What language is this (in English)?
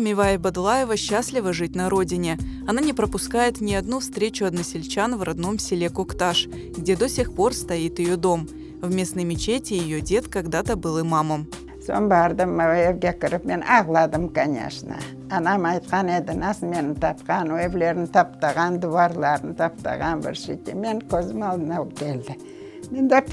Crimean Tatar